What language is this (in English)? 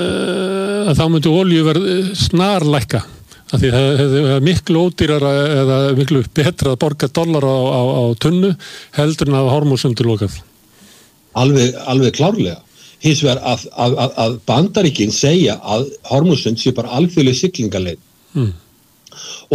Icelandic